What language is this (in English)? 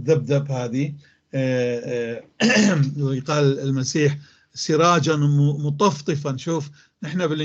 North Levantine Arabic